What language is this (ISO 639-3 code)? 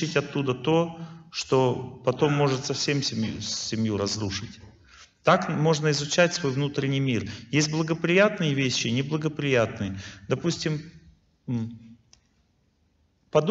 rus